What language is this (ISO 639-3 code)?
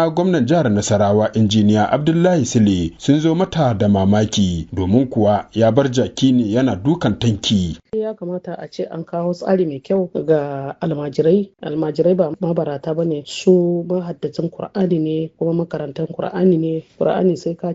hau